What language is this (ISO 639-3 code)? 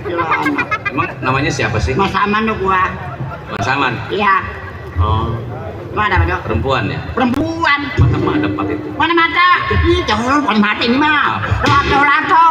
bew